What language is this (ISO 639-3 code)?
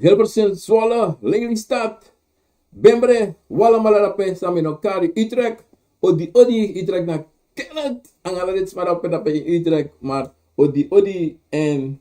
srn